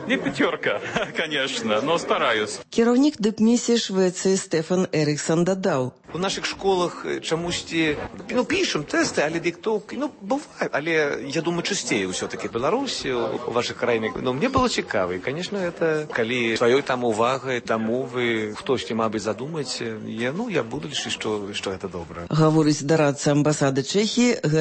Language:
Belarusian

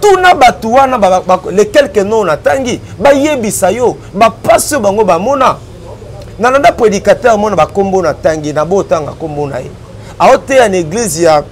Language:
Lingala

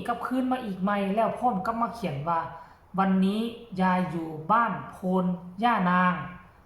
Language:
Northeastern Thai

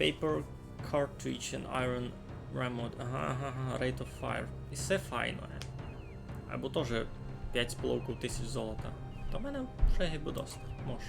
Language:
Rusyn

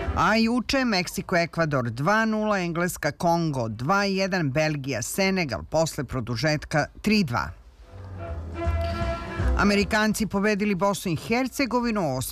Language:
Serbian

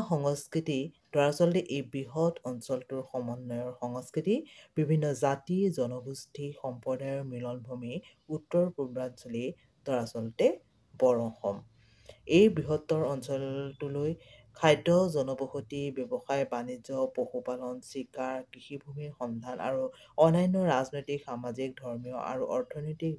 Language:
Assamese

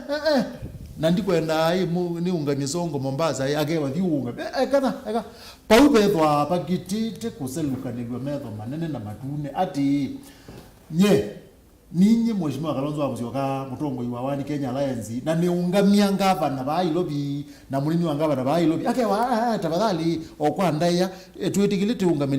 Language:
Kamba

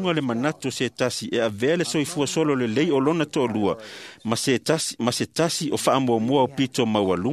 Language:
Samoan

